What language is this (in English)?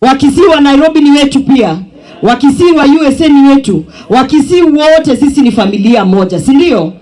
Gusii